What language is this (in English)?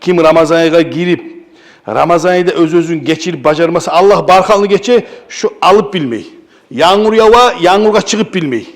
Kumyk